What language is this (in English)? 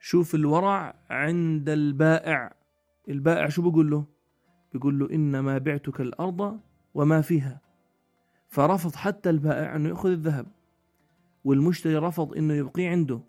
North Levantine Arabic